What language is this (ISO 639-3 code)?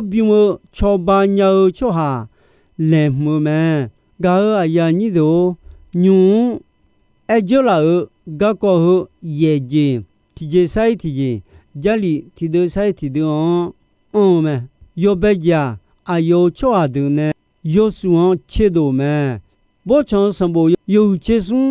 ahk